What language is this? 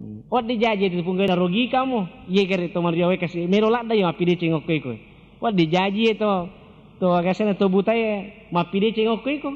Buginese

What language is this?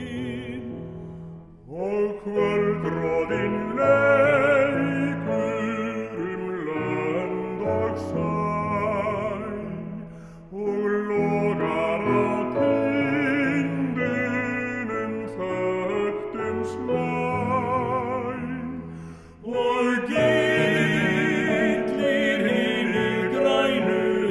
Icelandic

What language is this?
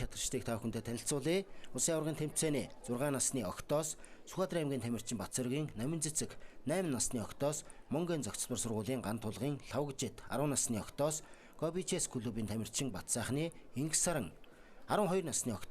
Mongolian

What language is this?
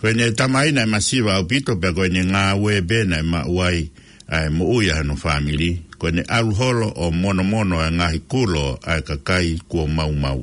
Tongan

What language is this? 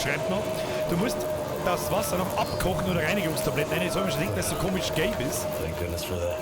Bavarian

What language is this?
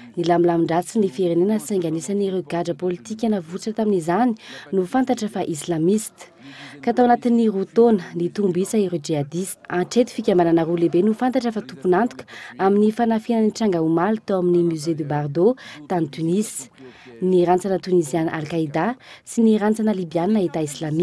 Malagasy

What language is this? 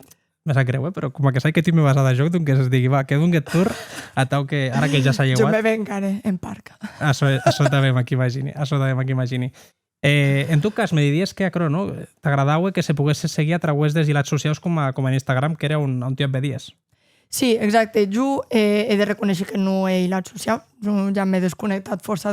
Occitan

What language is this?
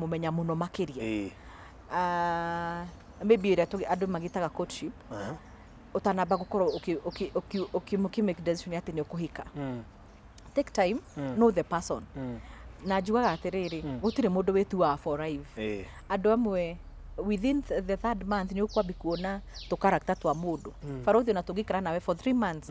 Kikuyu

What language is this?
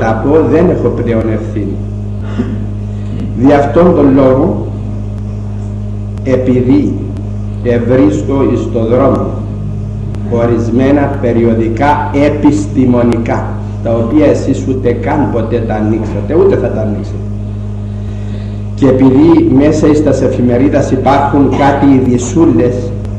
Greek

